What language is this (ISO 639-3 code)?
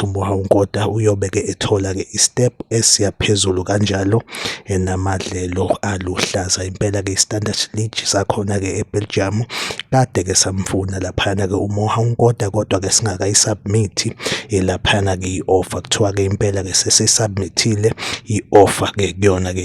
zul